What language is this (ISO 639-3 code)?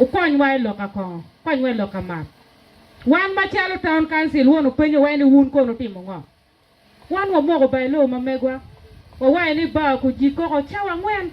ach